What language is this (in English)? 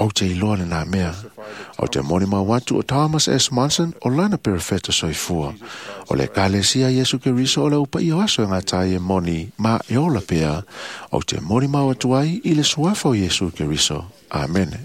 Samoan